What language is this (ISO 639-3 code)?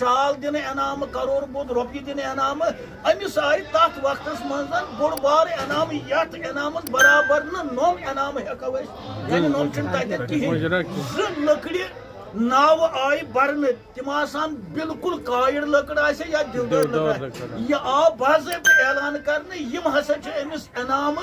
kas